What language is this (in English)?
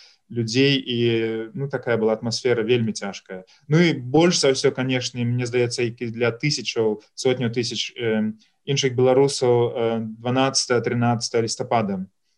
Belarusian